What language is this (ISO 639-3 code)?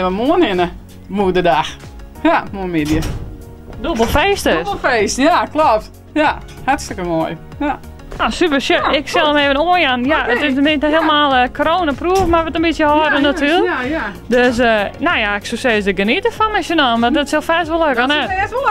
fry